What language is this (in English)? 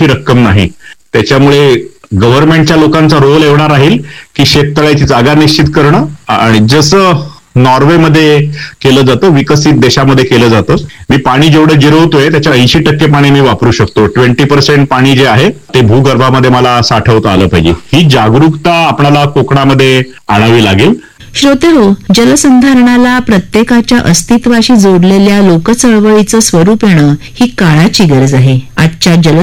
Marathi